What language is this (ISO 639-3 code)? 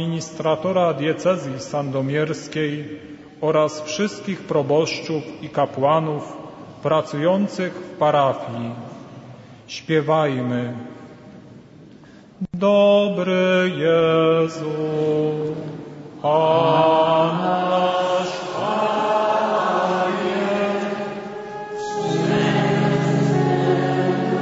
pol